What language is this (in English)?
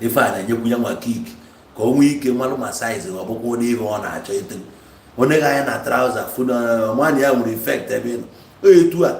Igbo